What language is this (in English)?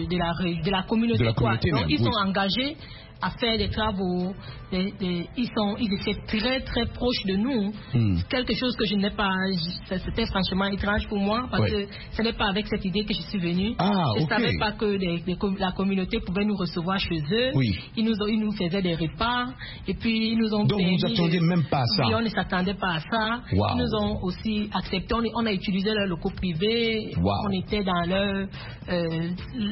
French